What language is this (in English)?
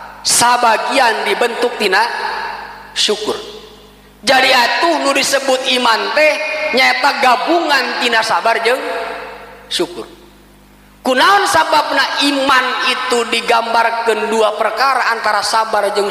Sundanese